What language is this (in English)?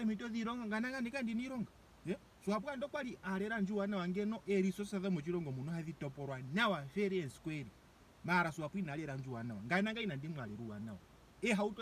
Ndonga